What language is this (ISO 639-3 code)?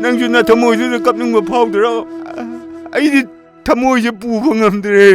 mni